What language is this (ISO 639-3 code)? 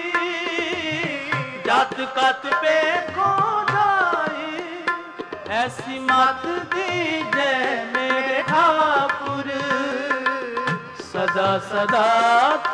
pan